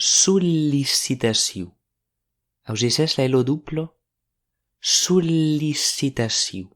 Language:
Occitan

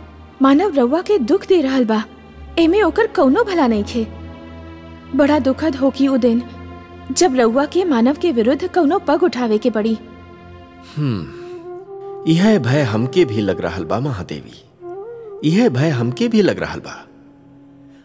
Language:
Bhojpuri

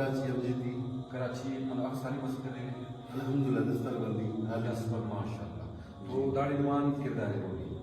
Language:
Brahui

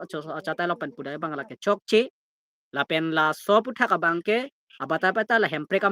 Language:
Karbi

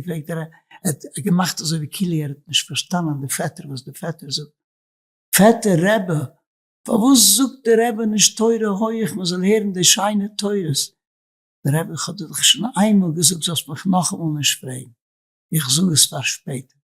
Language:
Yiddish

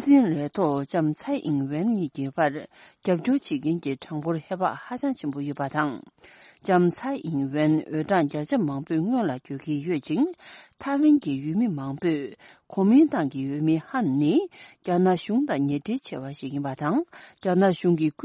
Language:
Tibetan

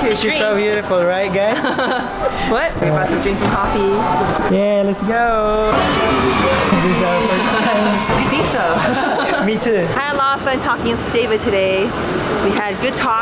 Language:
Cebuano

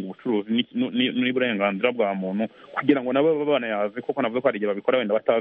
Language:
Kinyarwanda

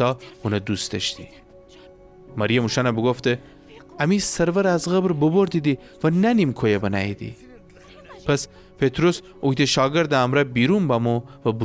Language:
Gilaki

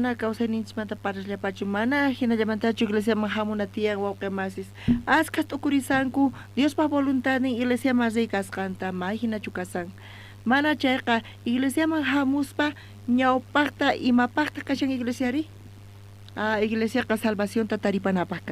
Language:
South Bolivian Quechua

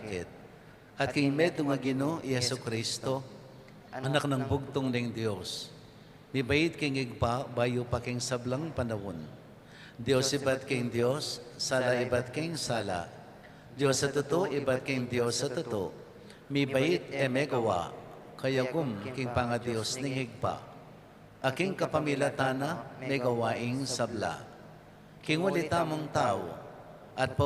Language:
Pampanga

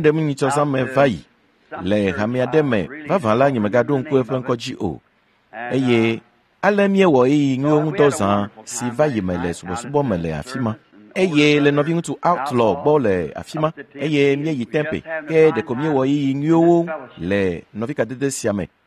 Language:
Ewe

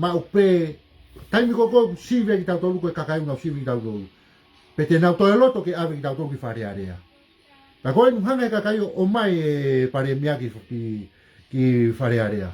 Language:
Tongan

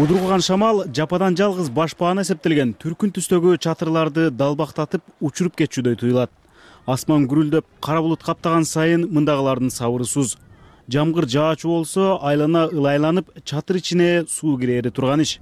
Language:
Kyrgyz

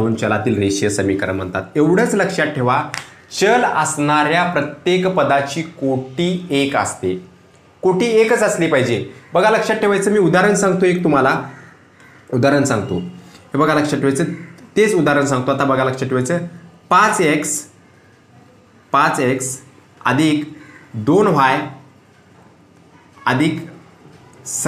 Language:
Marathi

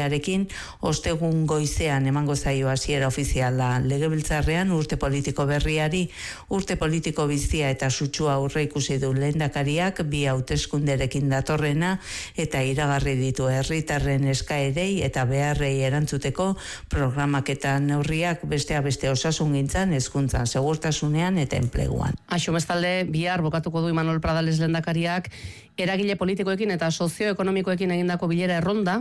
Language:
Basque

